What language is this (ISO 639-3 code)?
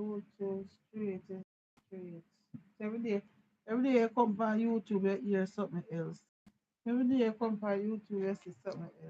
jam